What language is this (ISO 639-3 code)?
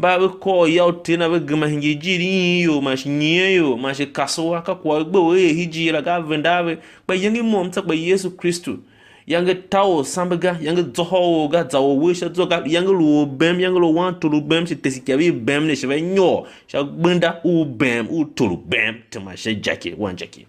tiv